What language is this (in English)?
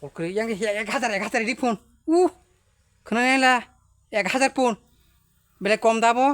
Kok Borok